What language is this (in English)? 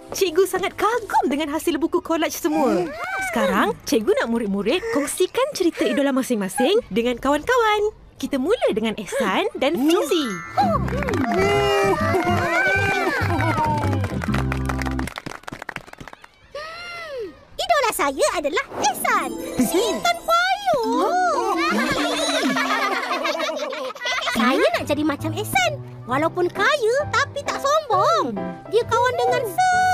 Malay